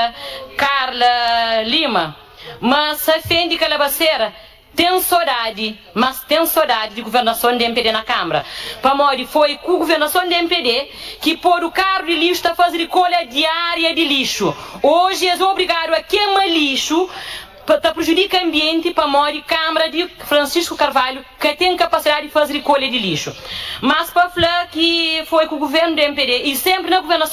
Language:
Kabuverdianu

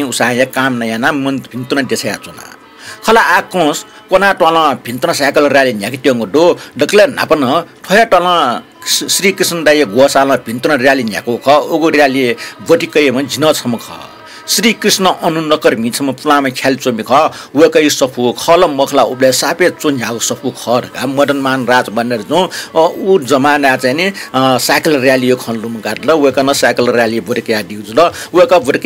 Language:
Newari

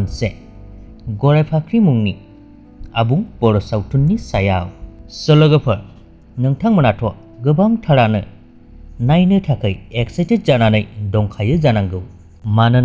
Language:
Bodo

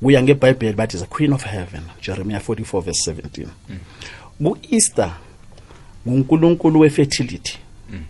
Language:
South Ndebele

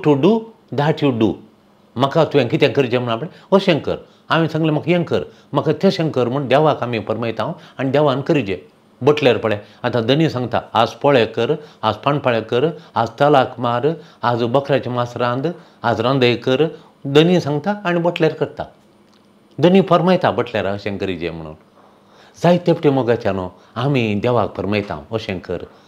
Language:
Konkani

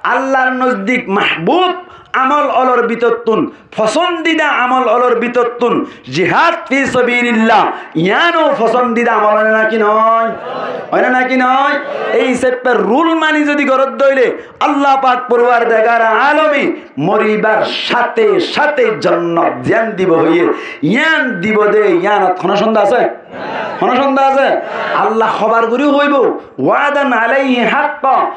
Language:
Rohingya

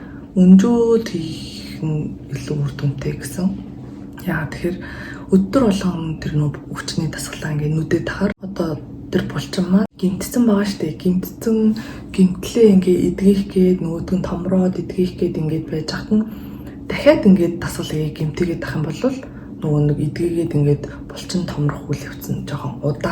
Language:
Mongolian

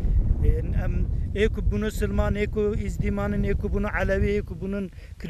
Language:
Kurdish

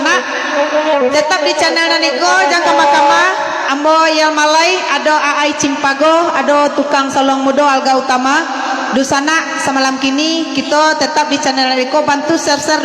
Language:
Minangkabau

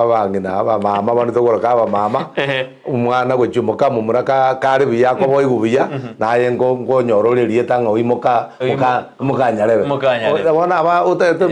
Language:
Gusii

